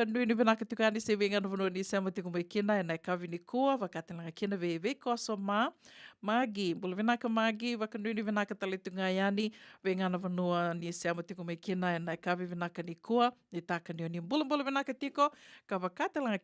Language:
Fijian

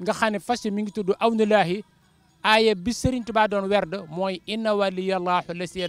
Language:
Wolof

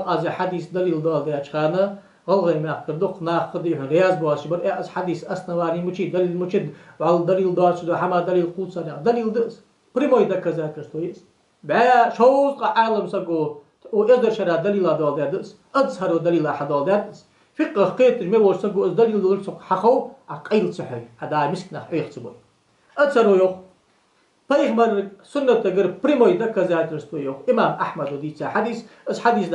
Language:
Ingush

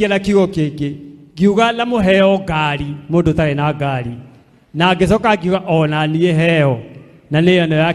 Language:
Kikuyu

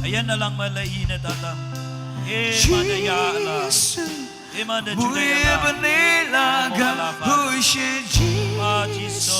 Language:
Naga Pidgin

